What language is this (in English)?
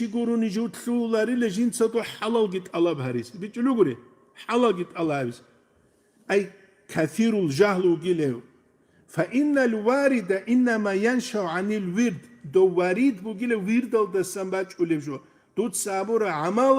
Avaric